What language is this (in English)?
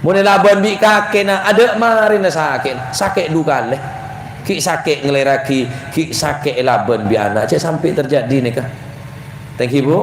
Madurese